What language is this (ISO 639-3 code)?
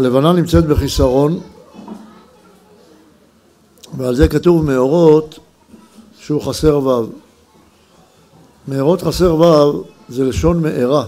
heb